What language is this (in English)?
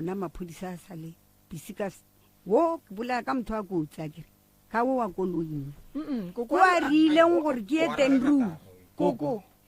Northern Sotho